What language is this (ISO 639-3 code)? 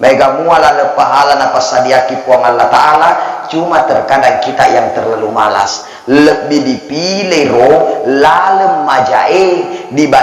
bug